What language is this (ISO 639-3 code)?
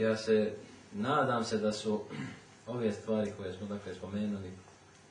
bos